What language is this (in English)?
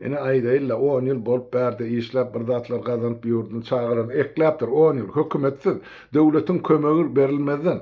Turkmen